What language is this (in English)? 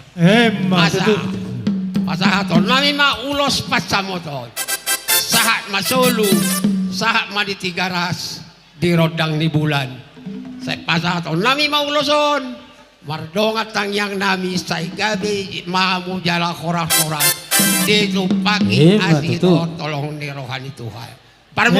Batak Toba